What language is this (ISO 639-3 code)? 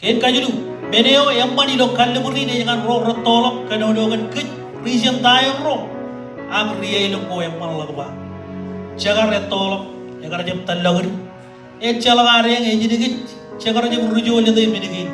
mah